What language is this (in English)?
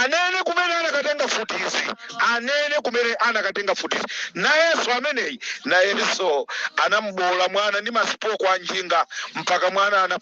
Nyanja